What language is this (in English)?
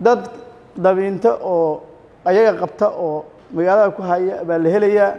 Somali